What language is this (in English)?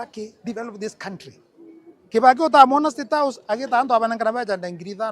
Meru